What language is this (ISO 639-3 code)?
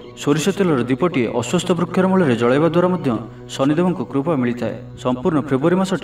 ori